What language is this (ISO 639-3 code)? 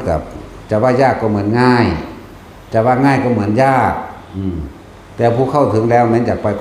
tts